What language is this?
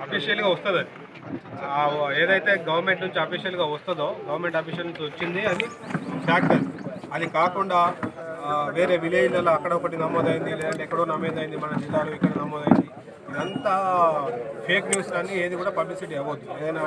Telugu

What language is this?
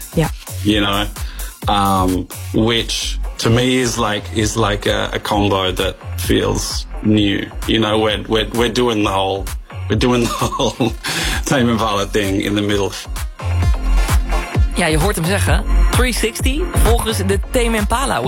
Dutch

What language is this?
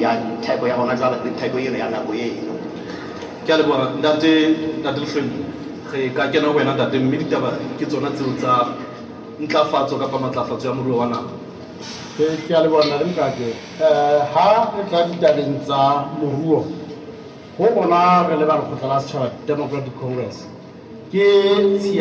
Southern Sotho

